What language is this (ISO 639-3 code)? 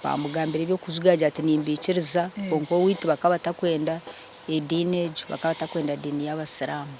nyn